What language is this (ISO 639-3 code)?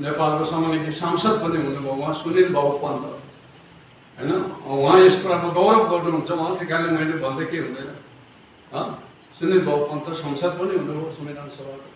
nep